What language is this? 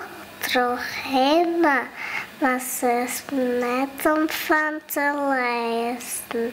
Western Frisian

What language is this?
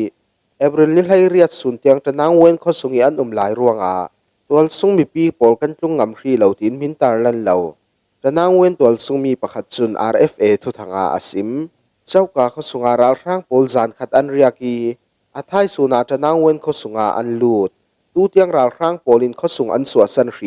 Falam Chin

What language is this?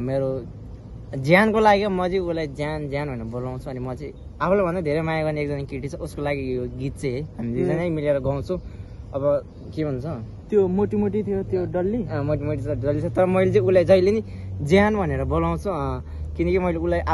Nepali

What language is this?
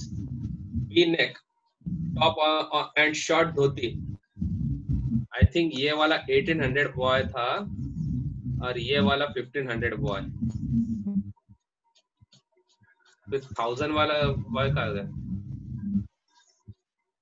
Hindi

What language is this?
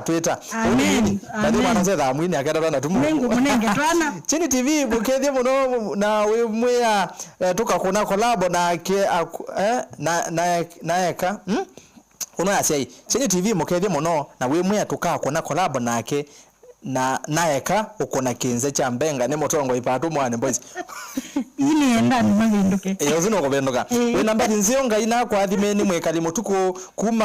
Kamba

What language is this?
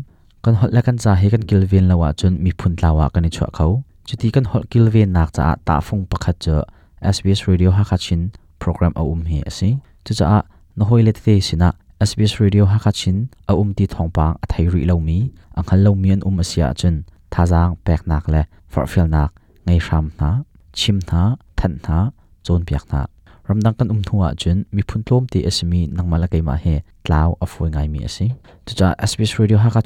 Hakha Chin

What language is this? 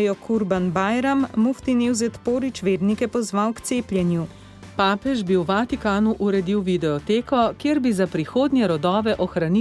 Slovenian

